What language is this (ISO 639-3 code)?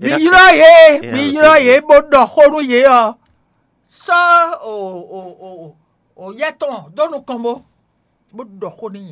fon